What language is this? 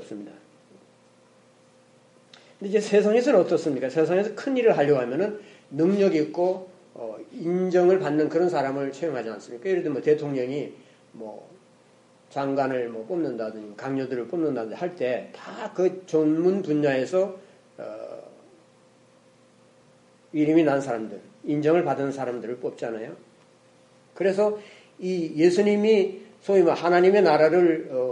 Korean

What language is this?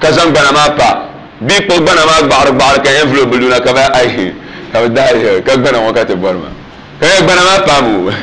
Dagbani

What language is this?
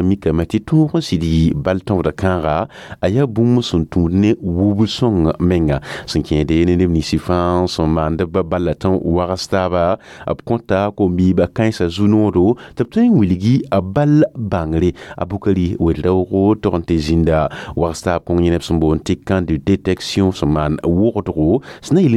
Mossi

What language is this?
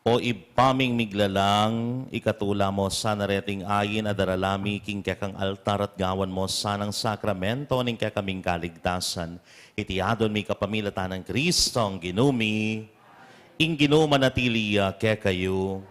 Pampanga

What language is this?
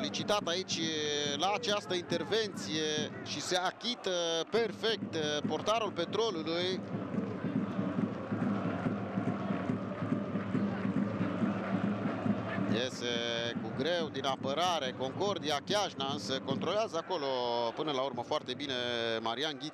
Romanian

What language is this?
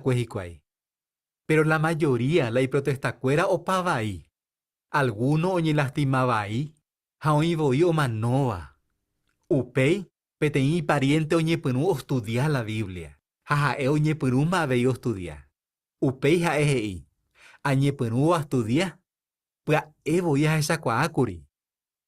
Guarani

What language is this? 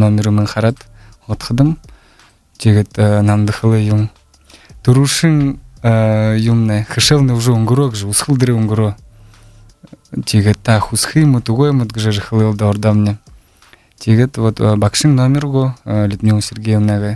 Buriat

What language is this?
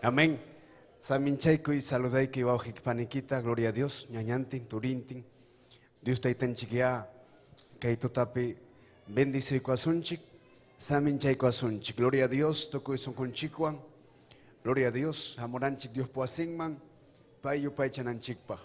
Ayacucho Quechua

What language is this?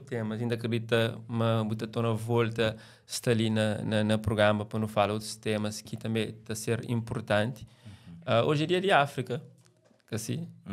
Kabuverdianu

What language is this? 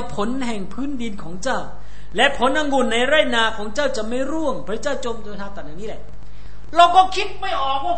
Thai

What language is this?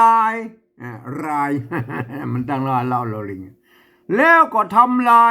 Northern Thai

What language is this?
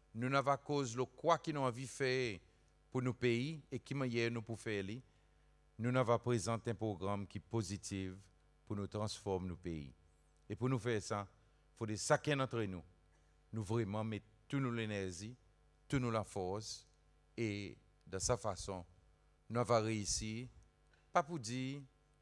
Seselwa Creole French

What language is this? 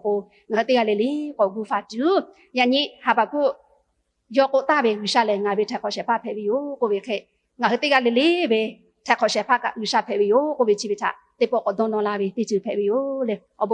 Lahu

